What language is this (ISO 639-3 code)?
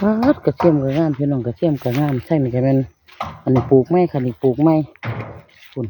tts